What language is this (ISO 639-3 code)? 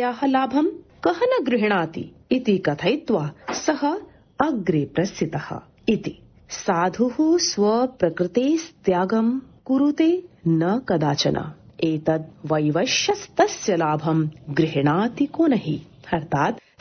san